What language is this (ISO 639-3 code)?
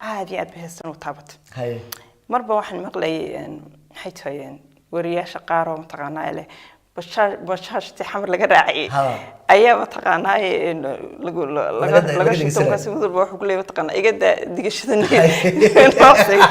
som